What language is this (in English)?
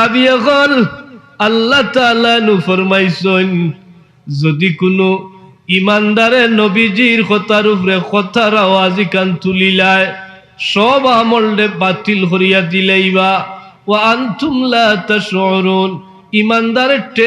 Sylheti